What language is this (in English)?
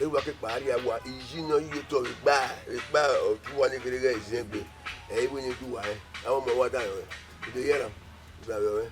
Bini